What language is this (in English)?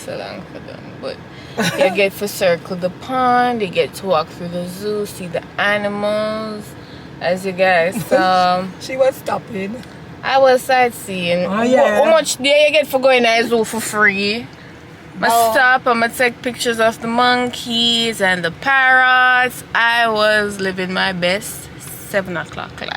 Jamaican Creole English